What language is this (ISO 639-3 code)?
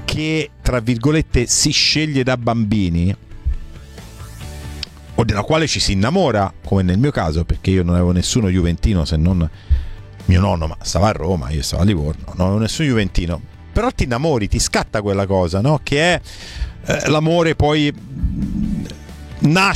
ita